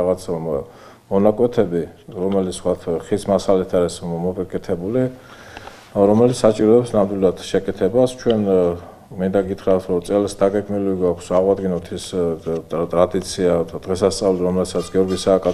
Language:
Georgian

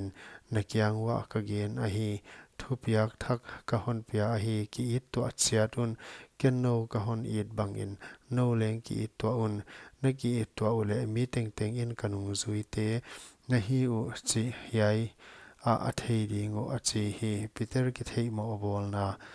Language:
Paite Chin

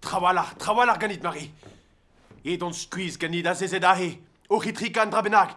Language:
Breton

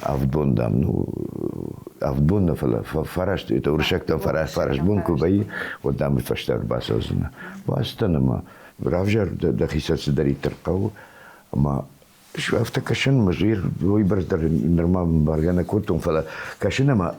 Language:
Ossetic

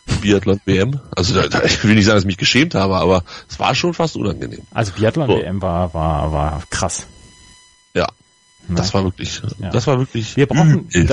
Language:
German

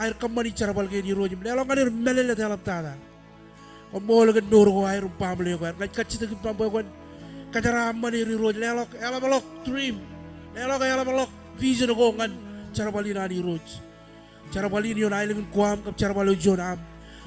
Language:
Marshallese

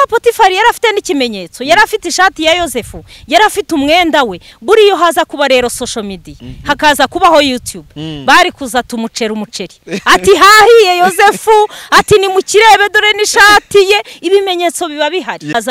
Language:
Kinyarwanda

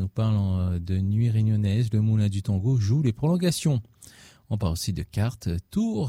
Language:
French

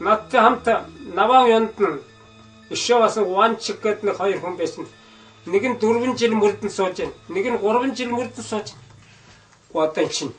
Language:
Mongolian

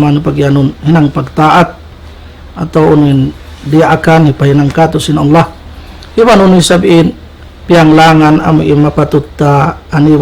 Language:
Tausug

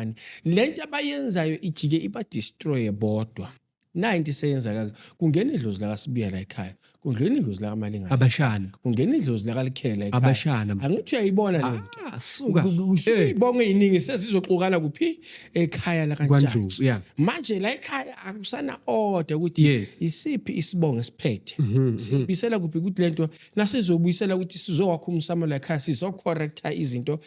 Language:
Zulu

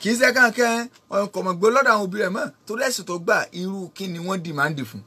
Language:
Yoruba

